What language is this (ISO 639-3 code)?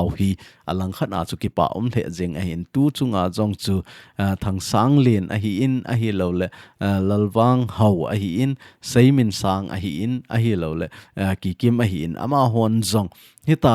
tcz